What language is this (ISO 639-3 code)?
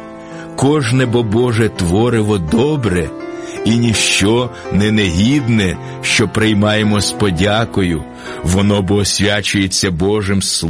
ukr